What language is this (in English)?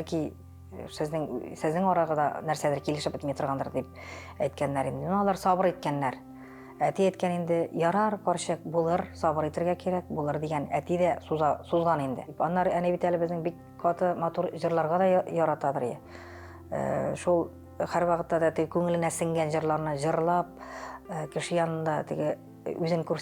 Tatar